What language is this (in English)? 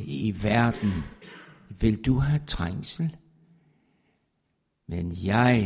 Danish